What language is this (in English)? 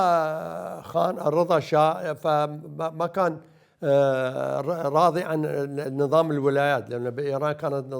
Mesopotamian Arabic